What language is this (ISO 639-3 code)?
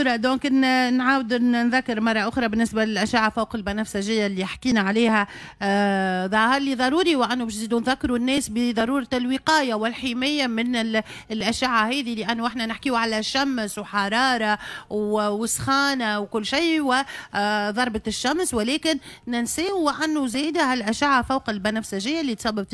aeb